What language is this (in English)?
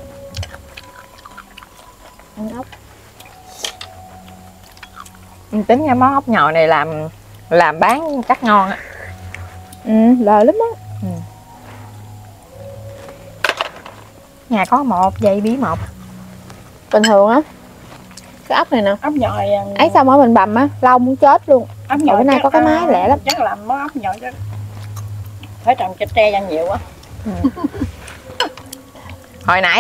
Vietnamese